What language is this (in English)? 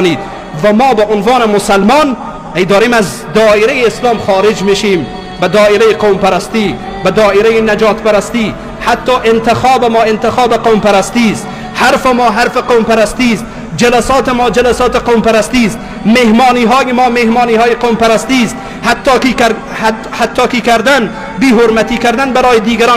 Persian